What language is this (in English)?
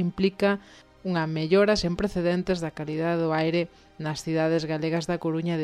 Galician